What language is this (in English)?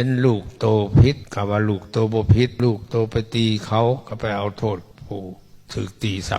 Lao